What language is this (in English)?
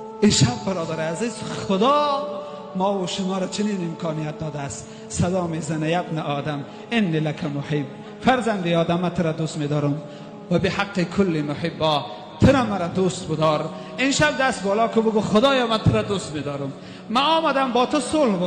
Tajik